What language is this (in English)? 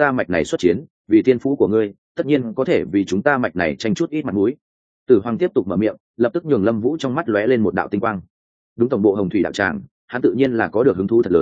Vietnamese